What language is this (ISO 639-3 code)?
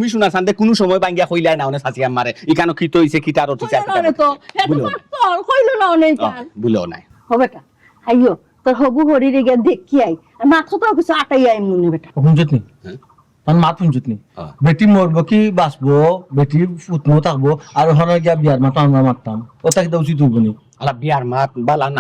syl